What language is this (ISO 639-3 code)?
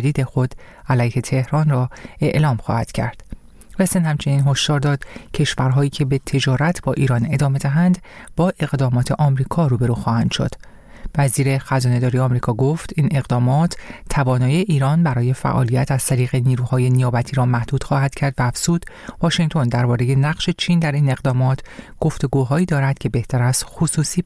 fas